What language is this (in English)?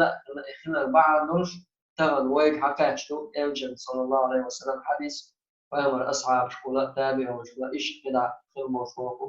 Chechen